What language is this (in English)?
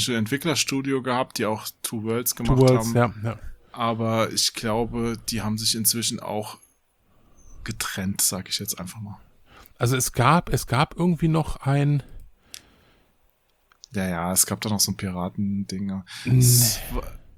German